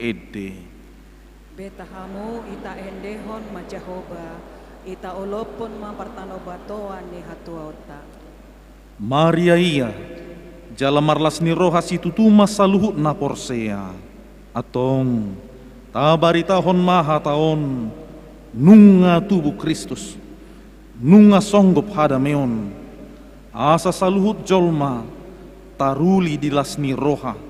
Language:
Batak Toba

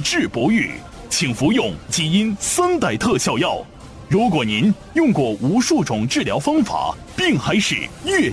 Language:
Chinese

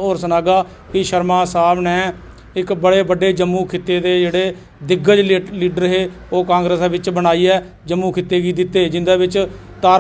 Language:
Dogri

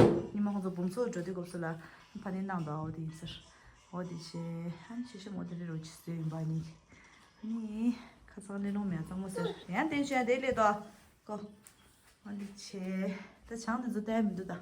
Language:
Tibetan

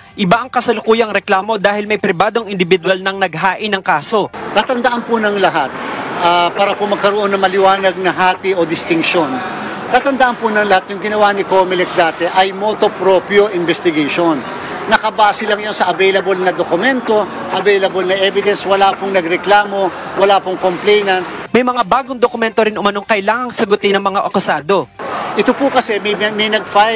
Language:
Filipino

